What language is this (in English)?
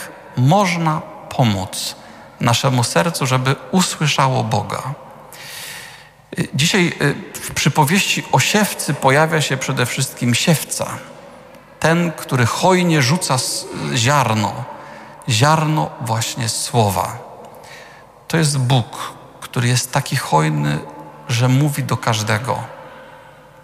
Polish